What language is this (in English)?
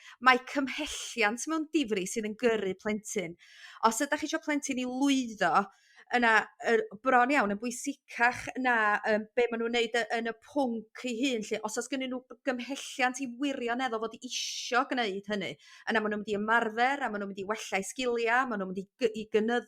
Welsh